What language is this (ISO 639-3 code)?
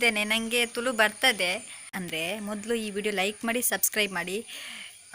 tcy